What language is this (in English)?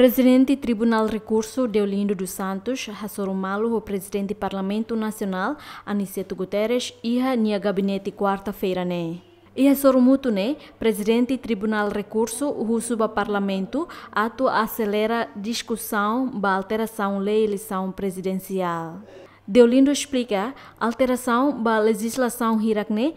Tetum